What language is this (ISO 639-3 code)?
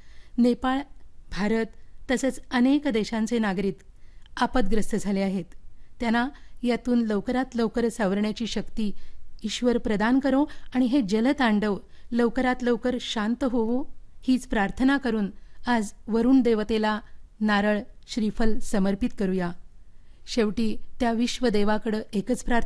mar